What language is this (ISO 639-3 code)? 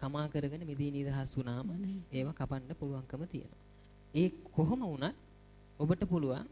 sin